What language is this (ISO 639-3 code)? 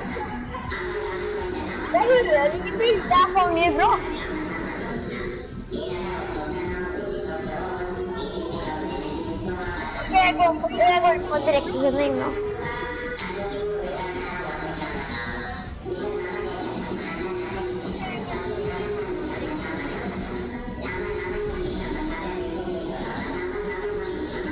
nor